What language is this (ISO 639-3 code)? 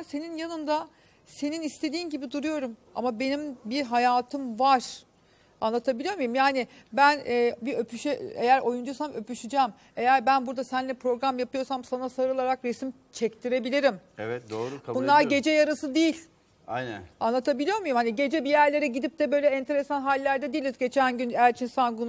tur